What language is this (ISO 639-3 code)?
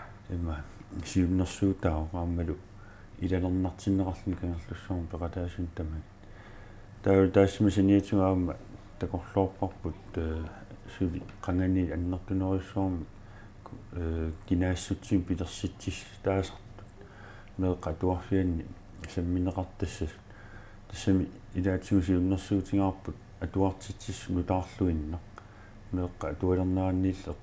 kal